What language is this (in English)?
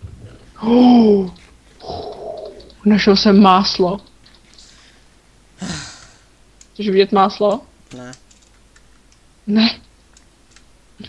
Czech